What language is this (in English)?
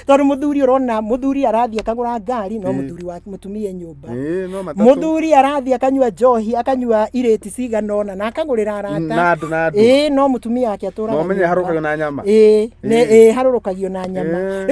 Kikuyu